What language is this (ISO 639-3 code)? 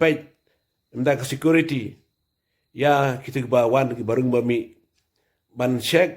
kha